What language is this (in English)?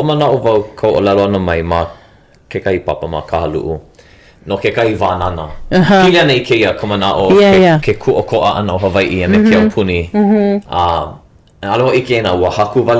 Hawaiian